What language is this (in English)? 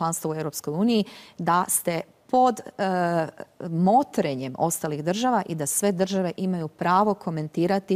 Croatian